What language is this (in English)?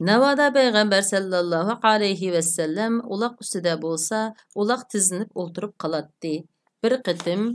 Uyghur